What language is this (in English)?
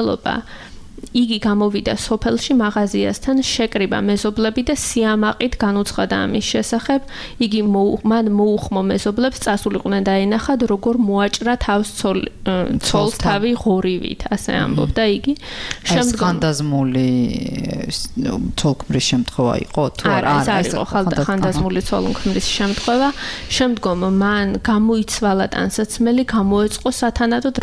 Georgian